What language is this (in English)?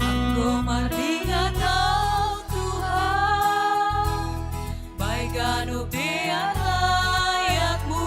Batak Simalungun